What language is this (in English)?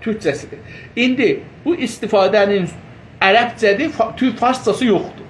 South Azerbaijani